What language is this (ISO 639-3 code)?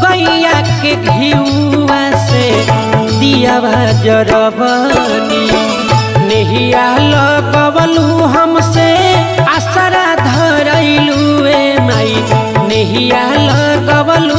bho